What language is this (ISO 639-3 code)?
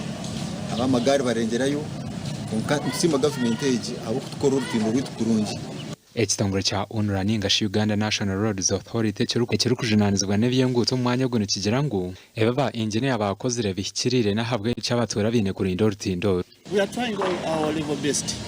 nyn